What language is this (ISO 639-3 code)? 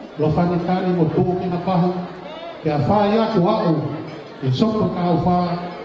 ton